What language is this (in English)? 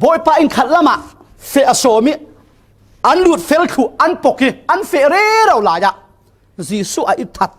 Falam Chin